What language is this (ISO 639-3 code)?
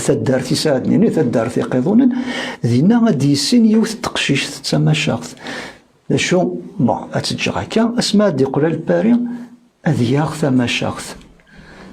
kab